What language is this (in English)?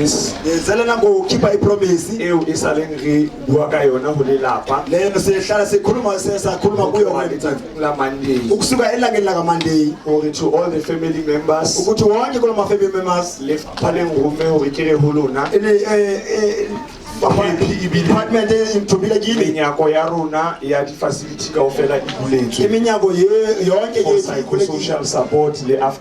Southern Sotho